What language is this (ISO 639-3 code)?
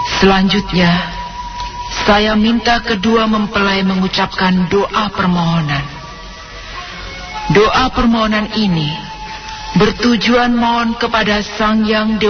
ind